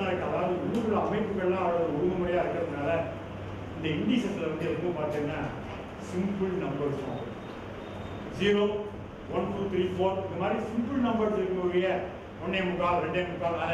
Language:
Tamil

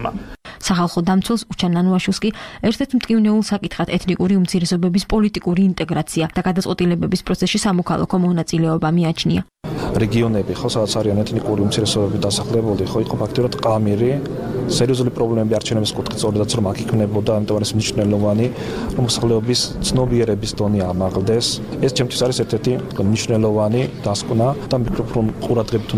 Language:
Georgian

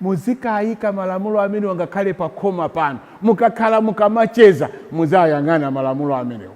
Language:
Nyanja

